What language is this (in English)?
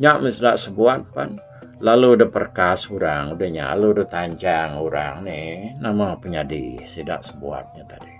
Iban